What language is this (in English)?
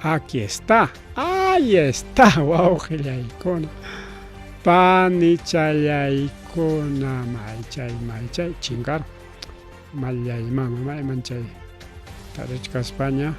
Ayacucho Quechua